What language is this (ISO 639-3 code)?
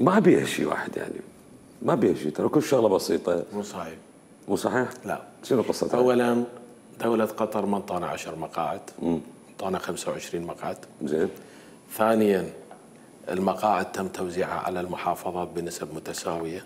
acm